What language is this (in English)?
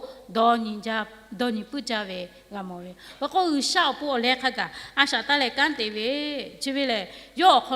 Lahu